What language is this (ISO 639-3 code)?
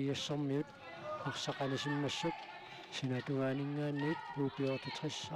kal